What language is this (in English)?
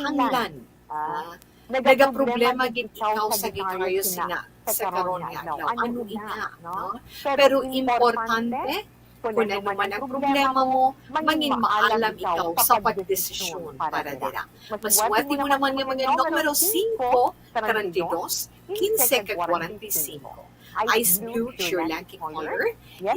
Hiligaynon